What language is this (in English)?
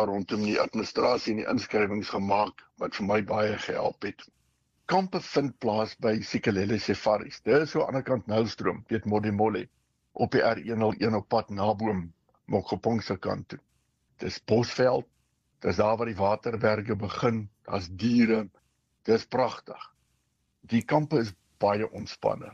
Afrikaans